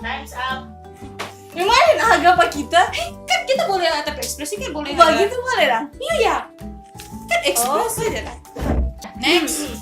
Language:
Manado Malay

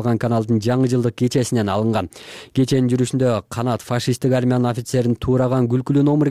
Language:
Kyrgyz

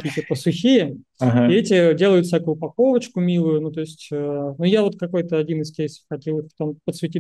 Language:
Russian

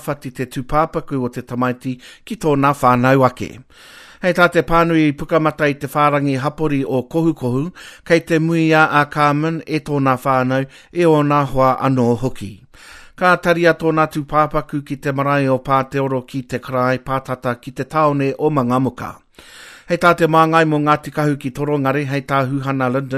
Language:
Māori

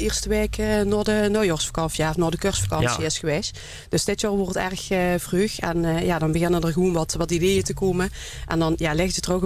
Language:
Limburgish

